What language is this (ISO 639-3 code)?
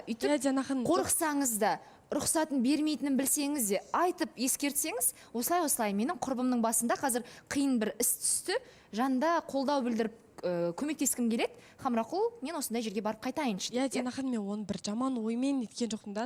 kaz